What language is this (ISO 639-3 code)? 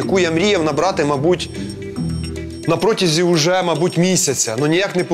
ukr